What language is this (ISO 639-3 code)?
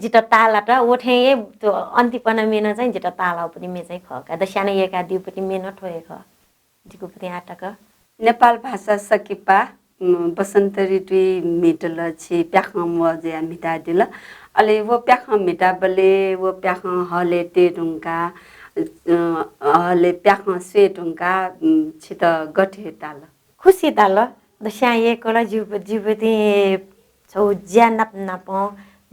new